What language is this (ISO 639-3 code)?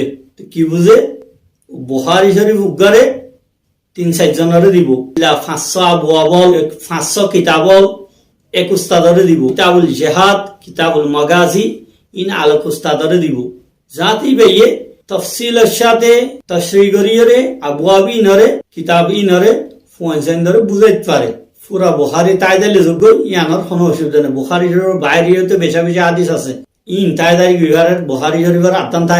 rhg